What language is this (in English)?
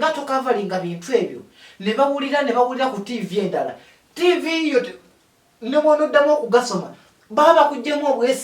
Ganda